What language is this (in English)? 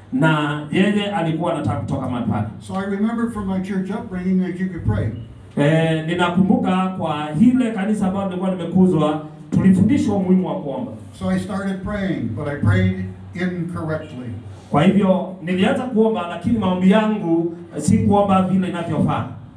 Swahili